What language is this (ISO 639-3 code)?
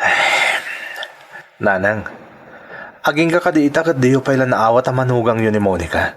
ilo